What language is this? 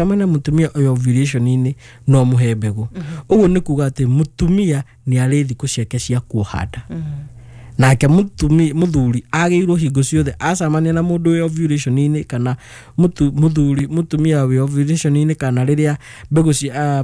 Kikuyu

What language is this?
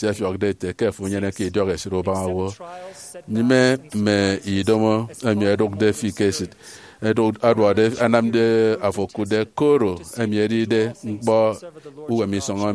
Efik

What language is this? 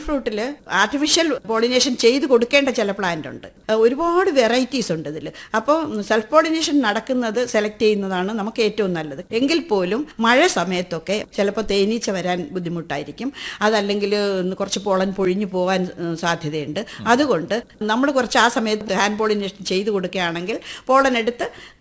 Malayalam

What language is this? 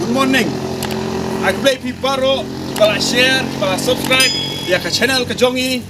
Khasi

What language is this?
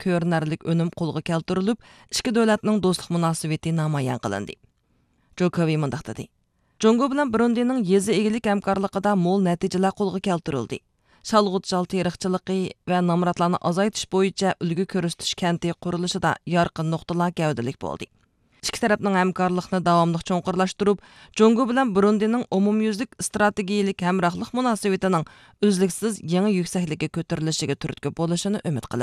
Uyghur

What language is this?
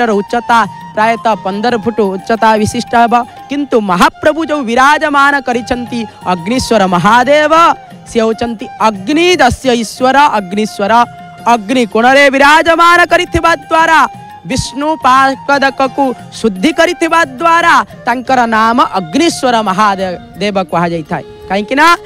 Odia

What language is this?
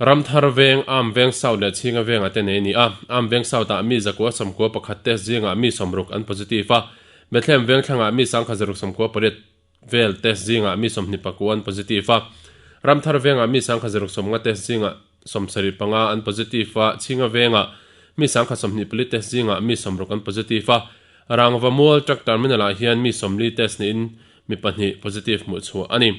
Mizo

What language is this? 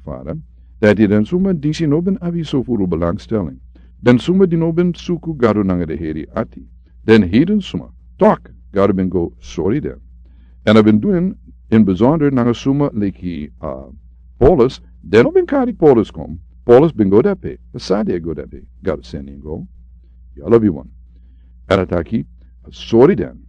Sranan Tongo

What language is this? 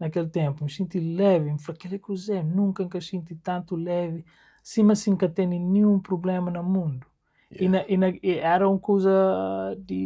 Kabuverdianu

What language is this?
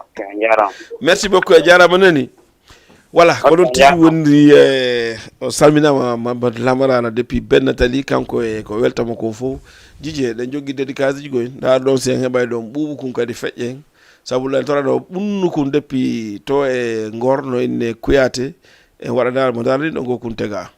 Fula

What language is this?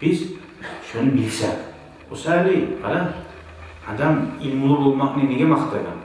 Kumyk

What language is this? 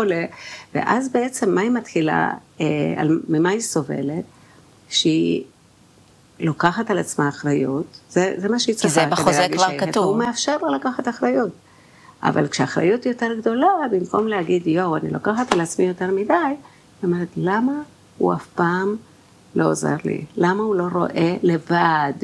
Hebrew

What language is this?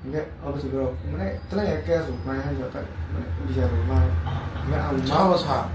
Kok Borok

